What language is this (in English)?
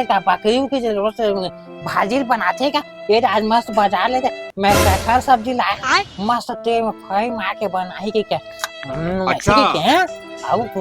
Chhattisgarhi